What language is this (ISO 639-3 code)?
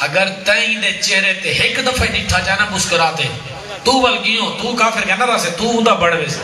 skr